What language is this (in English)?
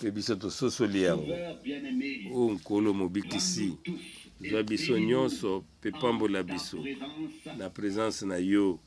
Lingala